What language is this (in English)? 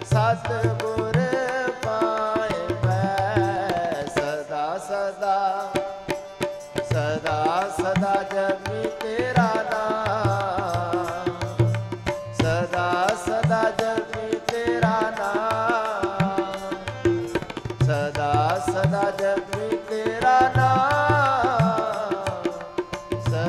Punjabi